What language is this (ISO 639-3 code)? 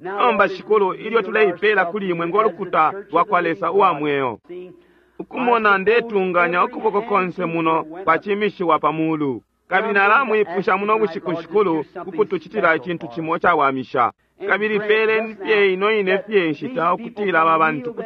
bem